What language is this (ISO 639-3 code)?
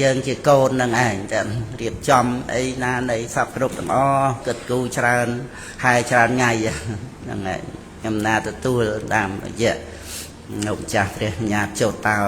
khm